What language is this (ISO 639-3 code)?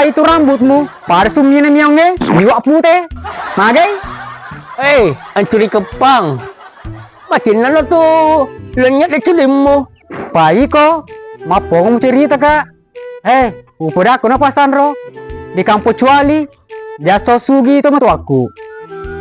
bug